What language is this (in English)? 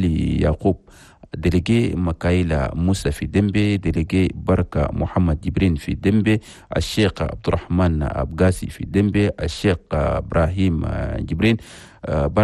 Chadian Arabic